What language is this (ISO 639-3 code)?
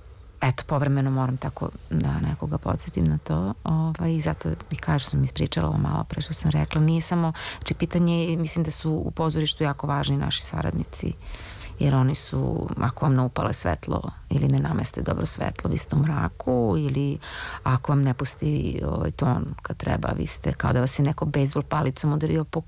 srp